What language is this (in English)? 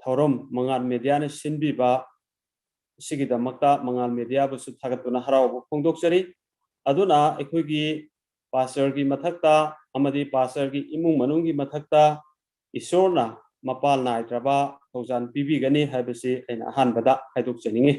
Manipuri